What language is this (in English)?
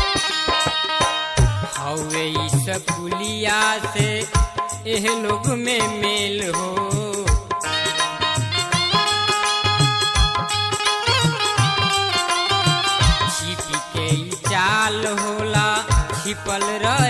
Bhojpuri